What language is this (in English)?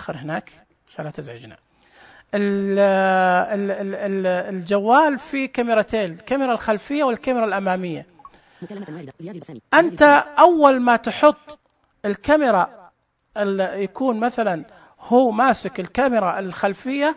Najdi Arabic